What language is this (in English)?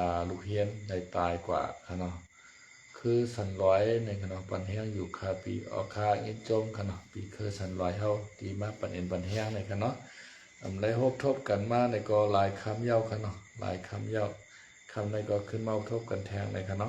Shan